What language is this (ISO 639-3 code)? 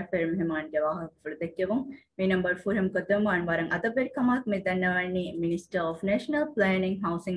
div